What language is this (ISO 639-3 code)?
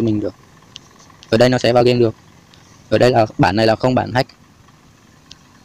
vie